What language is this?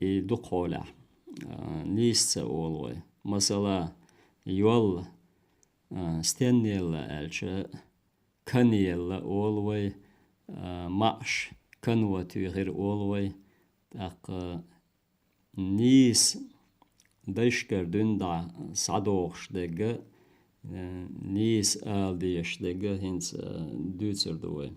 Chechen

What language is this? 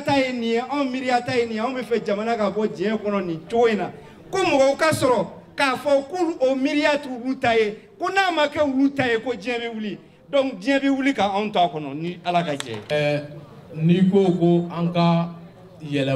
Bambara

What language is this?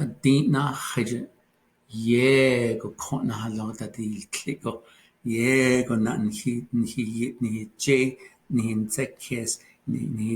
Navajo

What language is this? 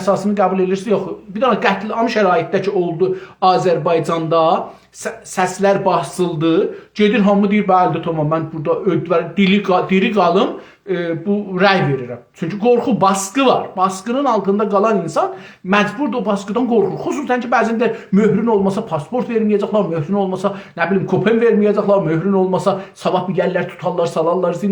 South Azerbaijani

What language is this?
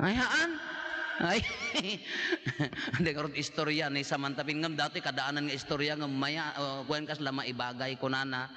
Iloko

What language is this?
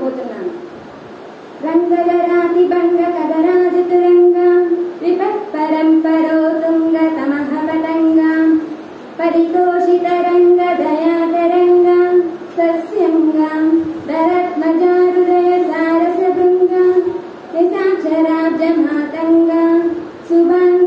Telugu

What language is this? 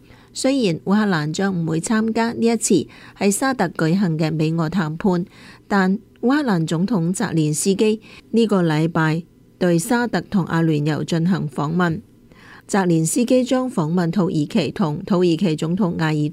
Cantonese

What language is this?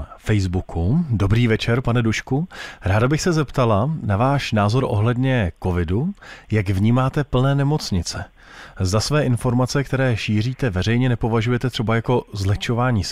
Czech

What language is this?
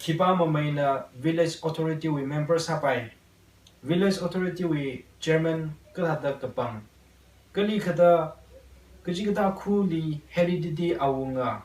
Tangkhul Naga (India)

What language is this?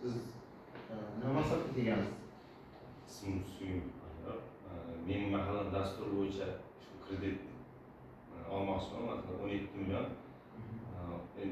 Uzbek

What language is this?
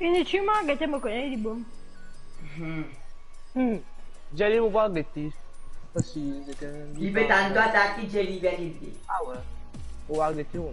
Morisyen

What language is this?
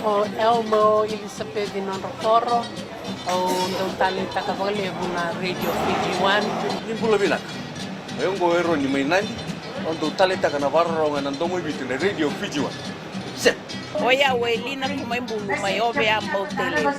Fijian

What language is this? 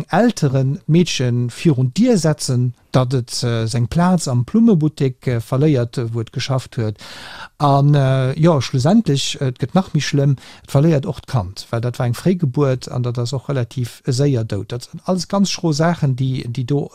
Luxembourgish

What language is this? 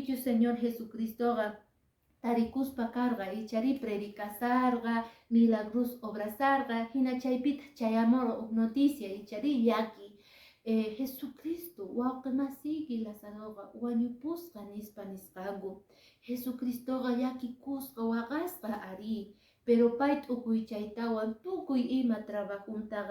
Quechua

